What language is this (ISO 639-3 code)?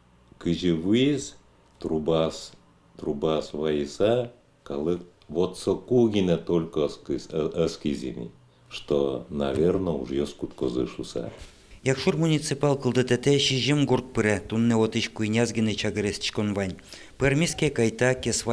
udm